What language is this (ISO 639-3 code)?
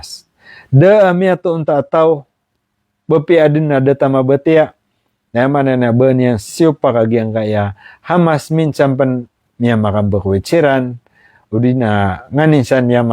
mrw